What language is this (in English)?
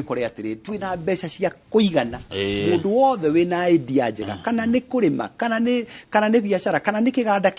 Kikuyu